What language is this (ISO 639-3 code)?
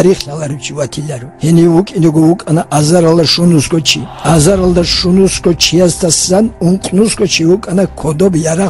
ava